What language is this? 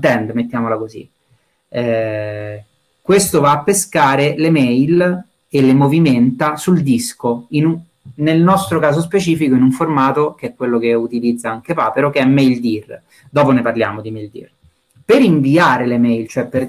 Italian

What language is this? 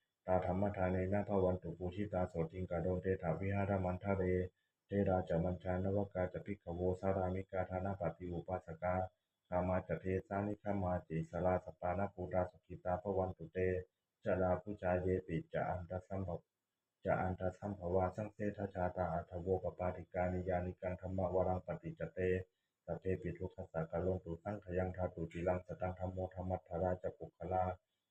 Pali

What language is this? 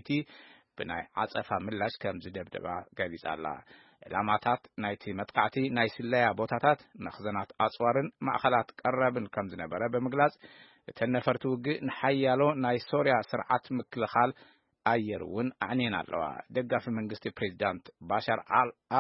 Tigrinya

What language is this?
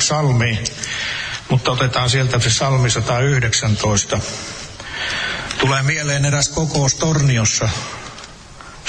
Finnish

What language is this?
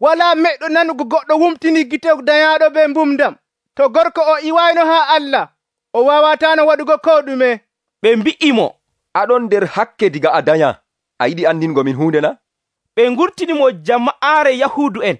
Nigerian Fulfulde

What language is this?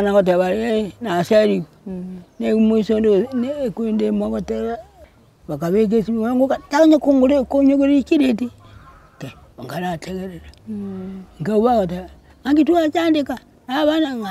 Gusii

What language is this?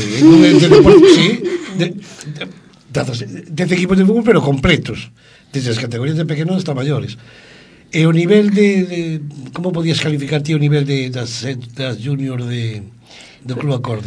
Galician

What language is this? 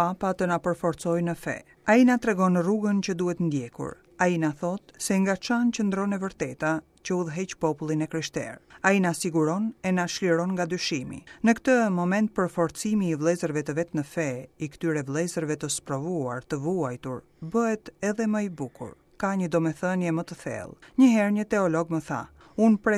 Albanian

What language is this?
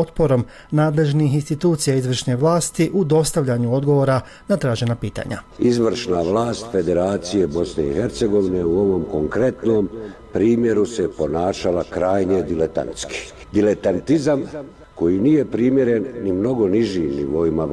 Bosnian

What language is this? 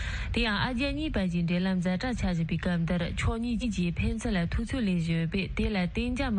Tibetan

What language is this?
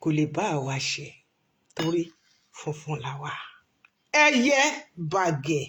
Yoruba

